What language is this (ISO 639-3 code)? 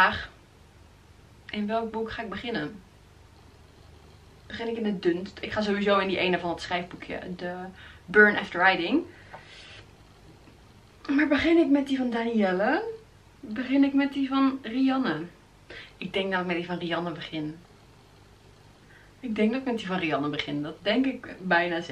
nld